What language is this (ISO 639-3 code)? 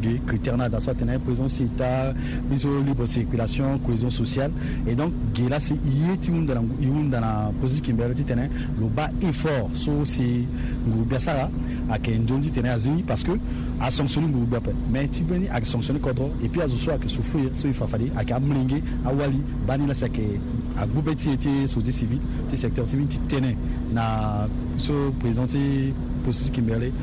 sag